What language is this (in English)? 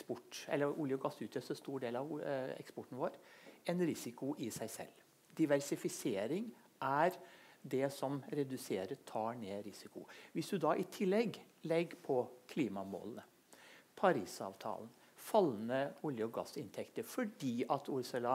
Norwegian